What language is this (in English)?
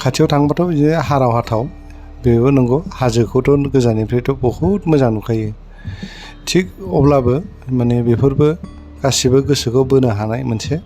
Bodo